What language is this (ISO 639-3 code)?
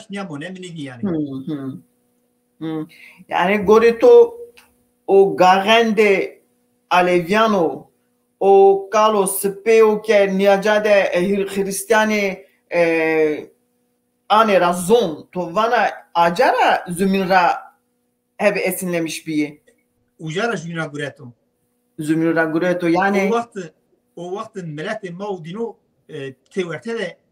zza